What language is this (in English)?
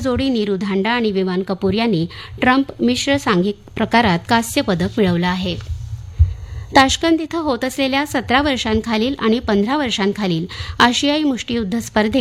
Marathi